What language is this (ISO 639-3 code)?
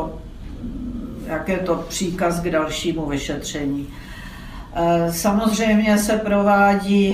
ces